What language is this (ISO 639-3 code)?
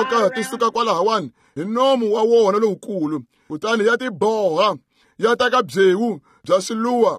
tso